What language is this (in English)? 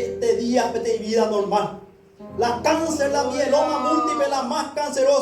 Guarani